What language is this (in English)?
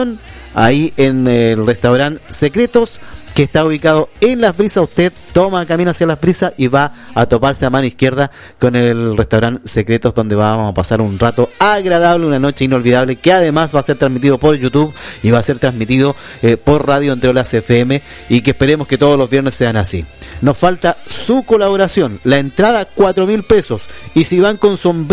Spanish